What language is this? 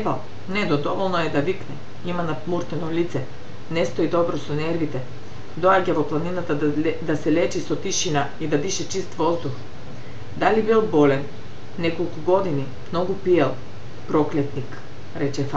Macedonian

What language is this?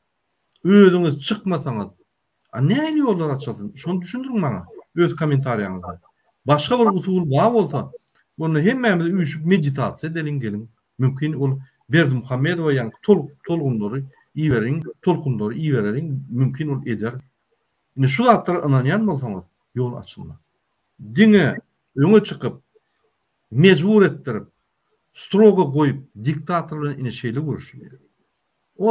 Turkmen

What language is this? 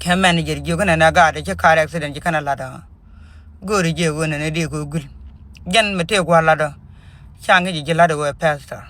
Nuer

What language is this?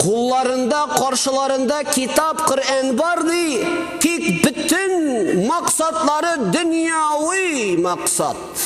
Tatar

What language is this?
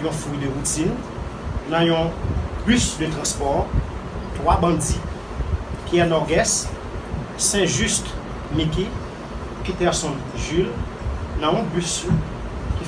Haitian Creole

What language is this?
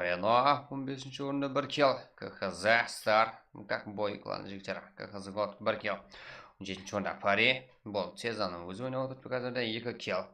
Kara-Kalpak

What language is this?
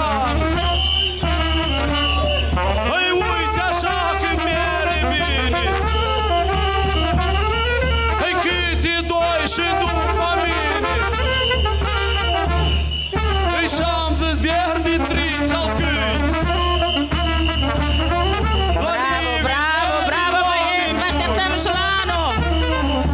Romanian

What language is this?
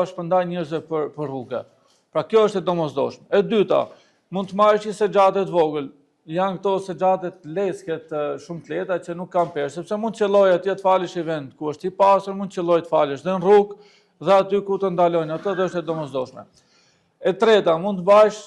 Albanian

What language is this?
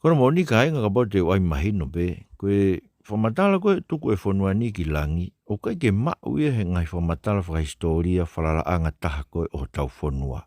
Tongan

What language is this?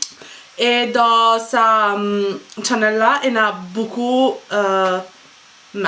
Morisyen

